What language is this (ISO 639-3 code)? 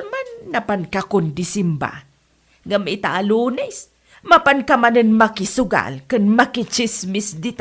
ilo